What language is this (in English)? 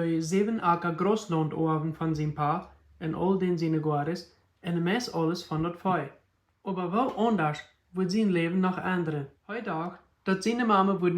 Plautdietsch